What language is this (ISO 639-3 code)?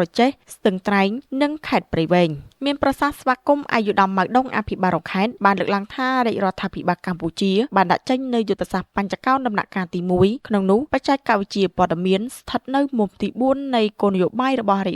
khm